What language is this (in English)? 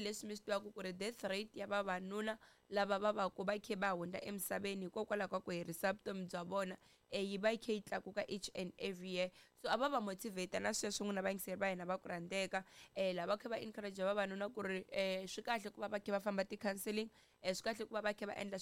Tsonga